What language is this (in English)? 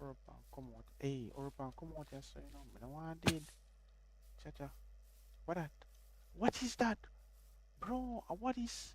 Jamaican Creole English